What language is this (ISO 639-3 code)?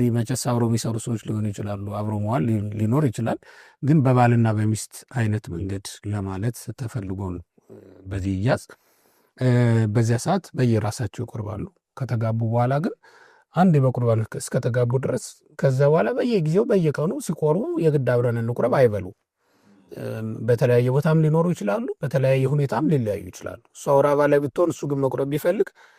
amh